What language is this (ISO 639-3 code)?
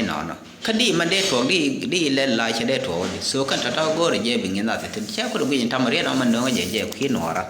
nus